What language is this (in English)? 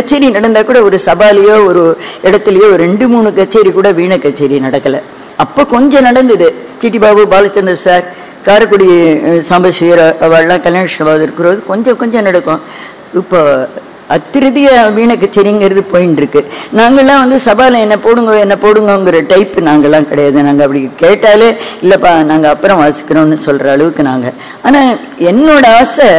Tamil